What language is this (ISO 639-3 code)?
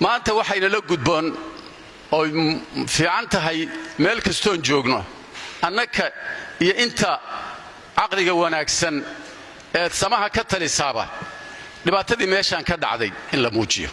som